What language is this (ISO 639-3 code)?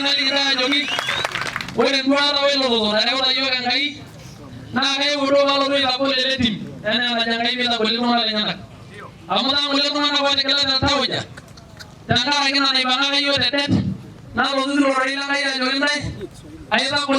mas